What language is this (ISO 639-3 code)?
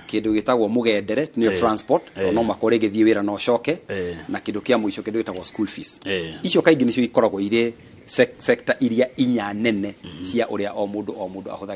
kik